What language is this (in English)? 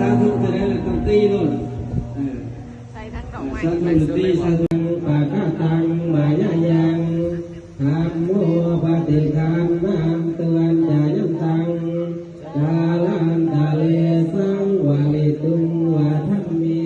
Pali